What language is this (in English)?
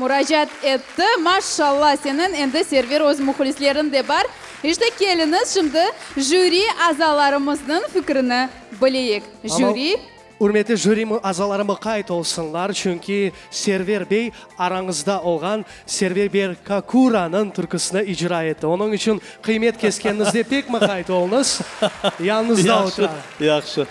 Crimean Tatar